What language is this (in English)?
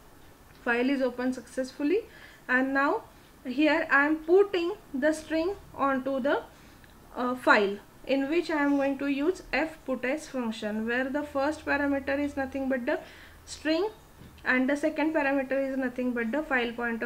English